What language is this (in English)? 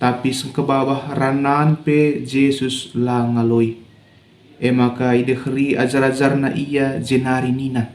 Batak Karo